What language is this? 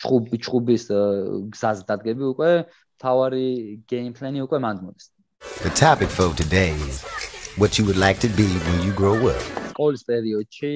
Georgian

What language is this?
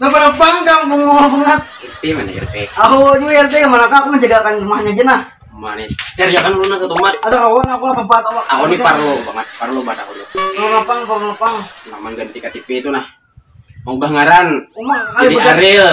Banjar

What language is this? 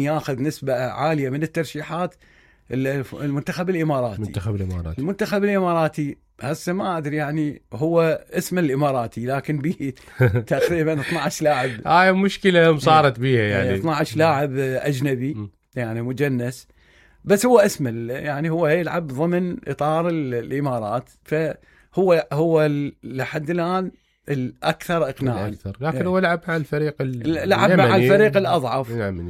Mesopotamian Arabic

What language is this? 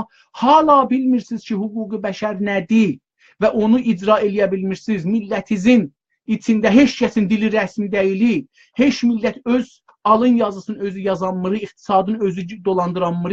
South Azerbaijani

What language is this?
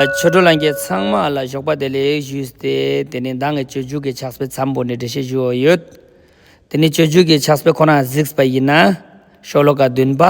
Ladakhi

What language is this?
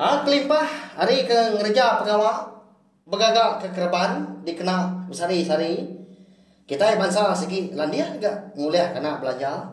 Iban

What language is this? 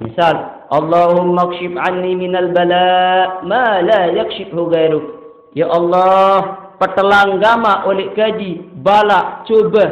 Sasak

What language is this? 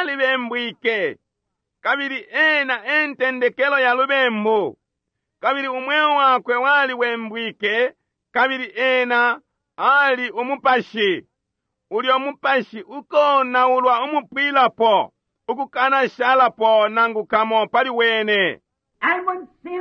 Bemba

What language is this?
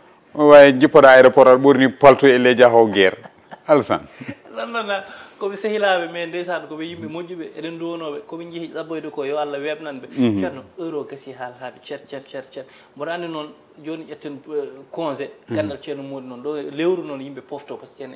Fula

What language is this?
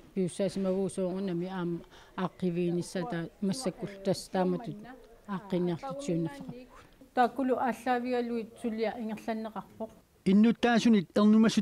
Kalaallisut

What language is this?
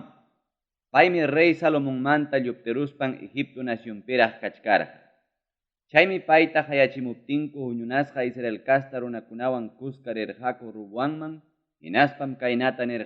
Ayacucho Quechua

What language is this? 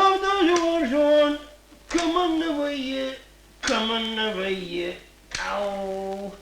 Ossetic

